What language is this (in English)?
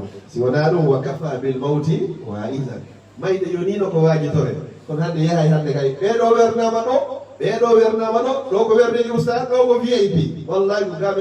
Fula